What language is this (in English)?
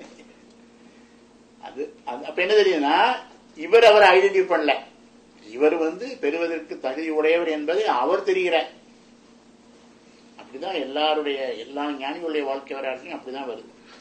Tamil